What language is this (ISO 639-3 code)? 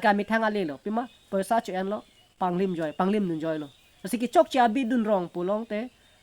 mjw